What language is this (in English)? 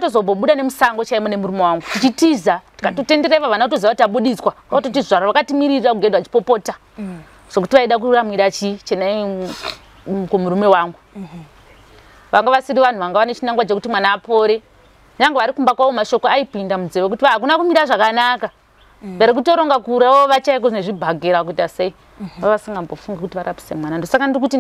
Shona